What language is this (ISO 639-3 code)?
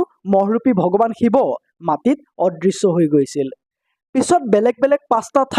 asm